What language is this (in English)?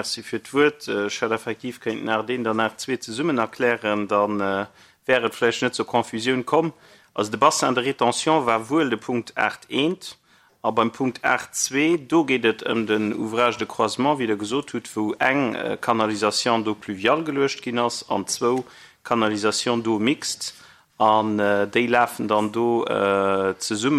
Luxembourgish